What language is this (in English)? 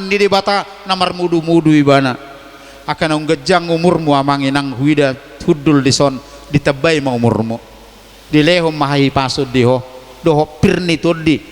Batak Toba